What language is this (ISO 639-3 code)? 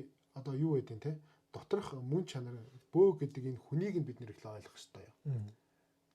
mon